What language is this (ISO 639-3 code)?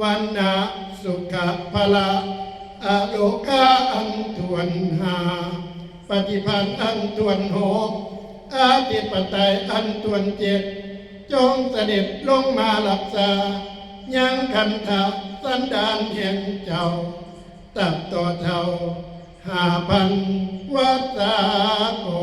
tts